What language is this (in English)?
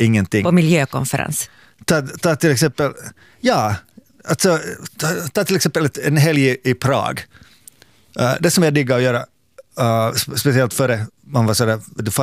Swedish